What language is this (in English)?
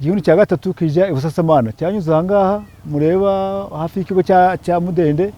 Kinyarwanda